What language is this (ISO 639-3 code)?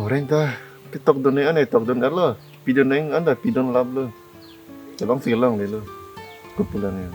mjw